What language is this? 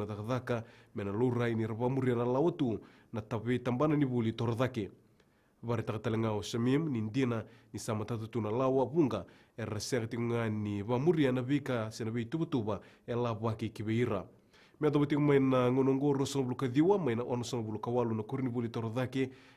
Fijian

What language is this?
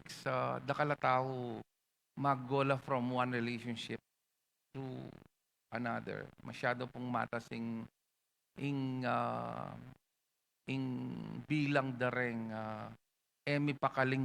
Pampanga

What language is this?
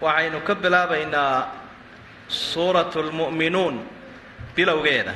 Somali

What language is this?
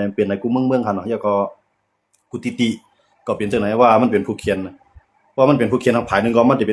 Shan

